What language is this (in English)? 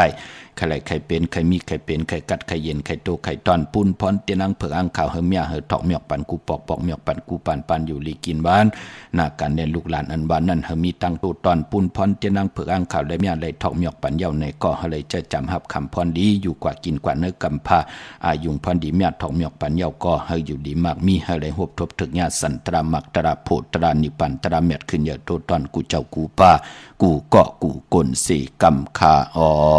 Shan